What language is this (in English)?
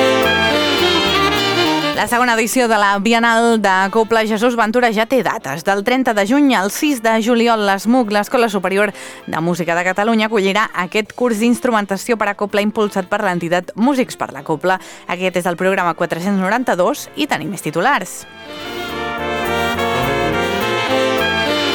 Catalan